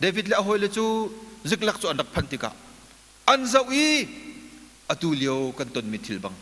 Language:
Hakha Chin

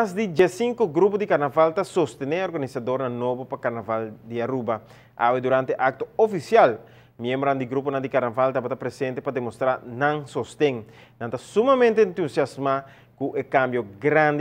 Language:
Papiamento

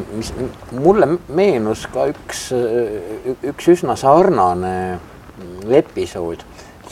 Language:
Estonian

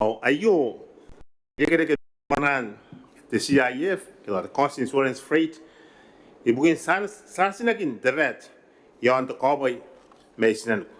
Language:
Gilbertese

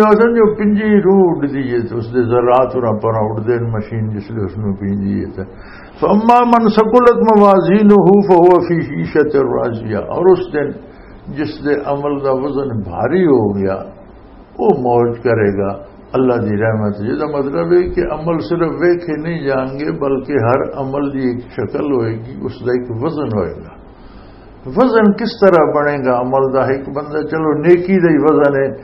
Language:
Western Panjabi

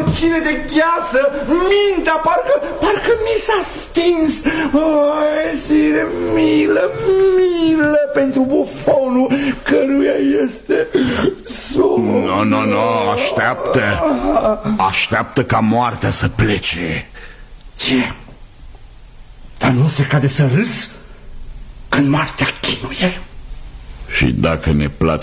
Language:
Romanian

